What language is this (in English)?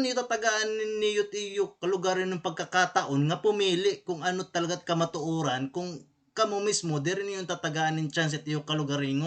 Waray